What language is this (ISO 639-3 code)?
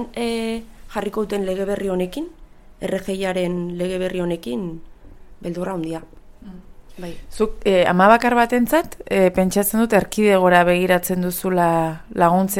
eus